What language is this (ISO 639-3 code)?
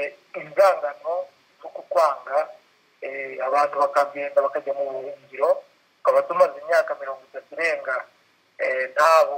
kin